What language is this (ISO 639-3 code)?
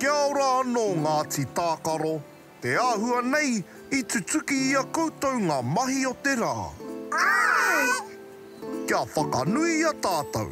mri